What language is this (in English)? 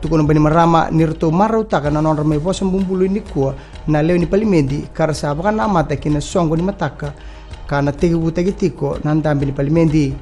Fijian